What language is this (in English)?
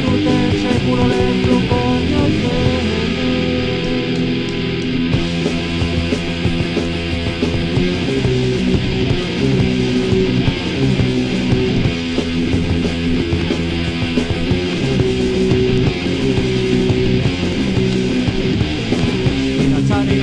Basque